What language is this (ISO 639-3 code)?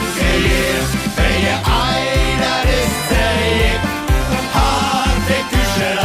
lim